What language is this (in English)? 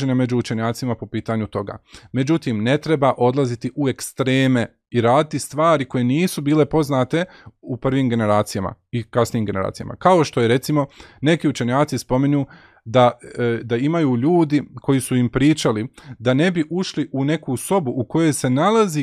Bosnian